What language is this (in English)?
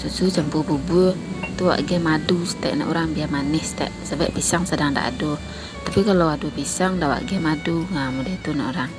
Minangkabau